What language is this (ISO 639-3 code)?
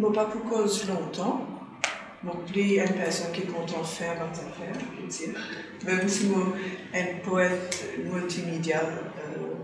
mfe